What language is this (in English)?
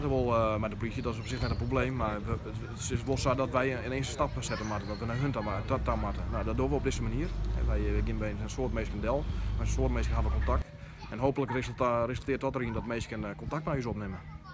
Western Frisian